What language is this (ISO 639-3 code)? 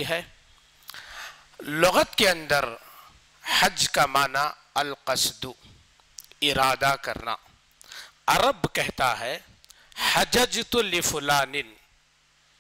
urd